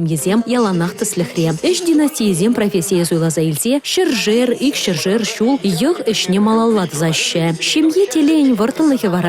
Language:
Chuvash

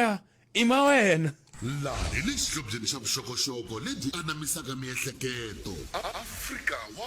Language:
Tsonga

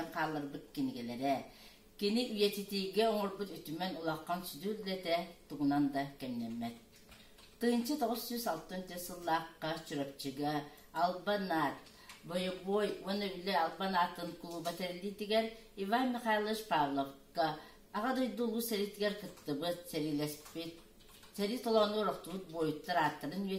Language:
Yakut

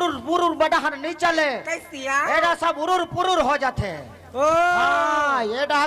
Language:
Chhattisgarhi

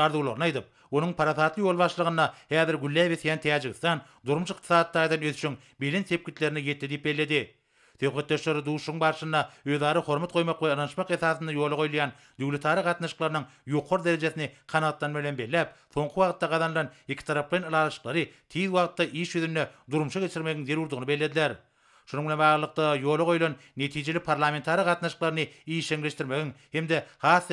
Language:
Turkmen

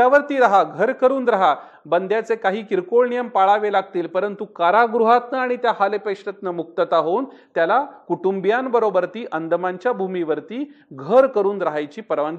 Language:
Marathi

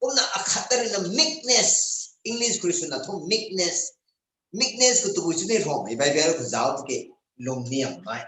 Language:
Rongmei Naga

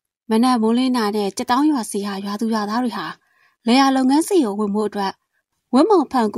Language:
Burmese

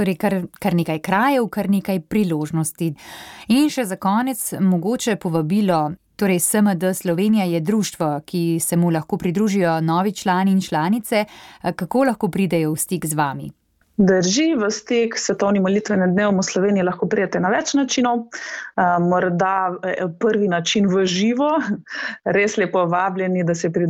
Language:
Slovenian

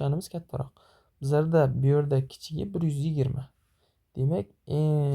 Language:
Uzbek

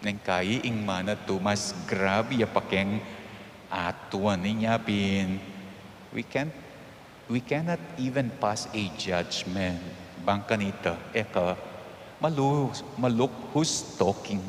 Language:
Pampanga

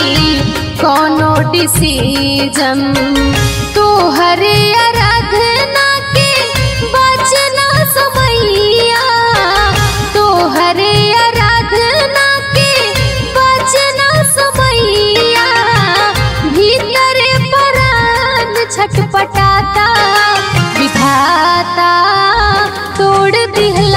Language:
Bhojpuri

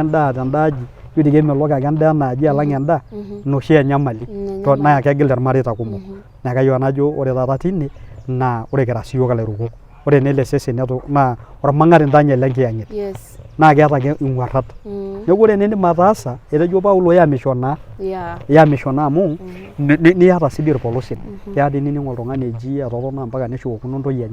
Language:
Masai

